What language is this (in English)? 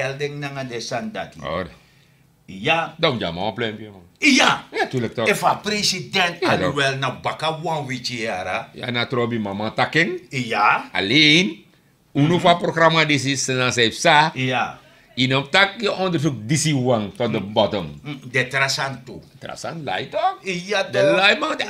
Sranan Tongo